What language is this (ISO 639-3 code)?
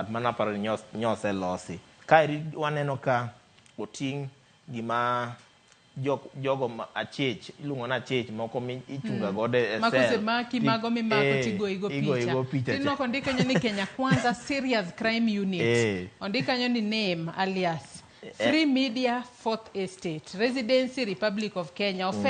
luo